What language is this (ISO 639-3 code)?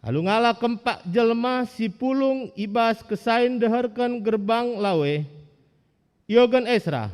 btx